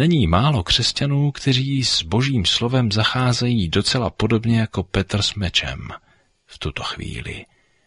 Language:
Czech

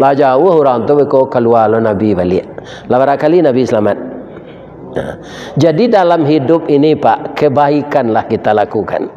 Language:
Minangkabau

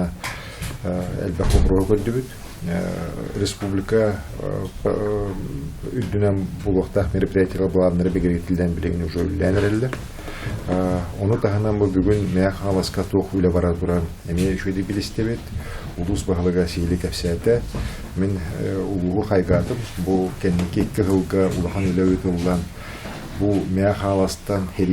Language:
Yakut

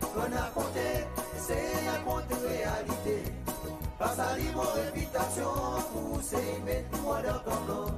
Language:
Seselwa Creole French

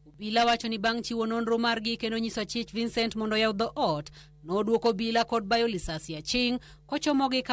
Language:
Luo (Kenya and Tanzania)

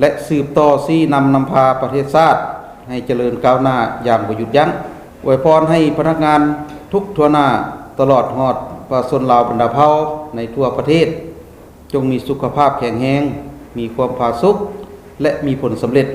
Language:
Lao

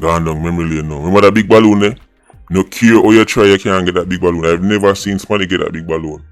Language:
Jamaican Creole English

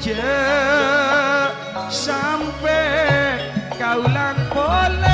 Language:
Madurese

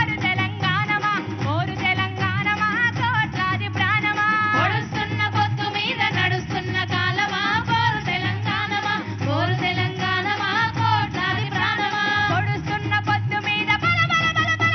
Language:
Telugu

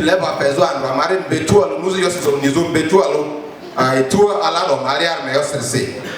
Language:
Lugbara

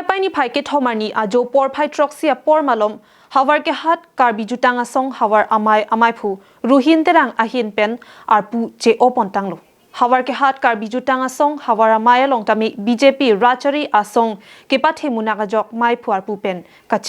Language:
Karbi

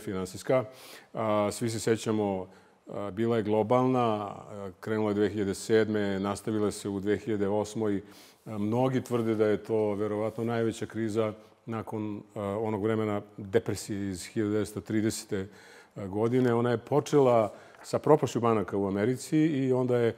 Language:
Serbian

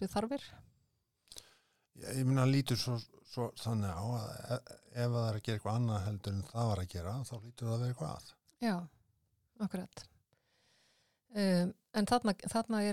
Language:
Icelandic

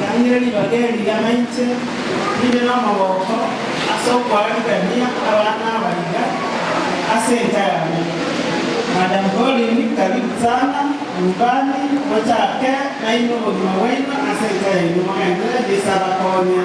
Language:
Gusii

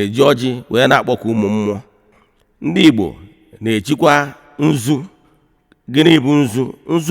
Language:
Igbo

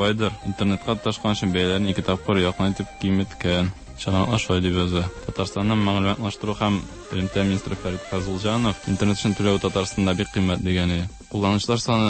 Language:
Tatar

